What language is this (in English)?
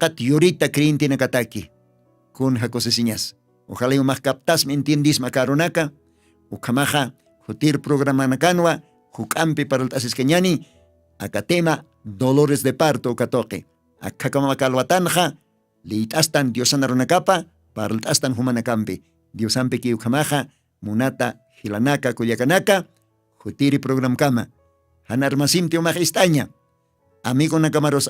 Aymara